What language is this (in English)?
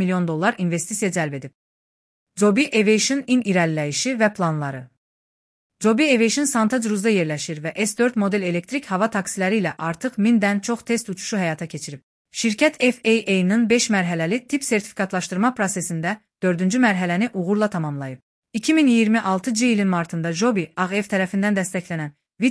Azerbaijani